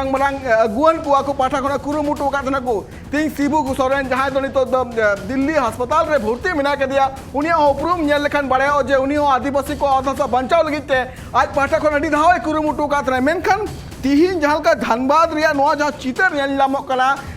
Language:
Santali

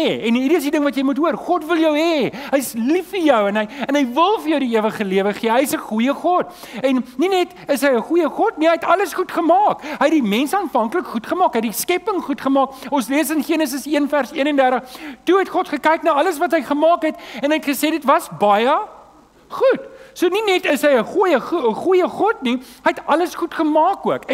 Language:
Afrikaans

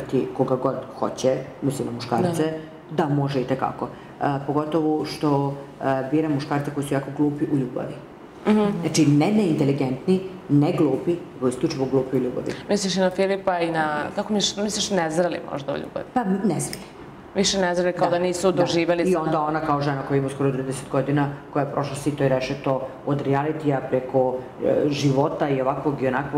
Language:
Serbian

